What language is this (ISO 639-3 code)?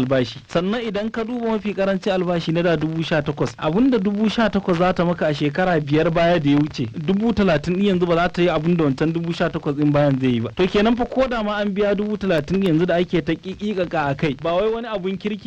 hau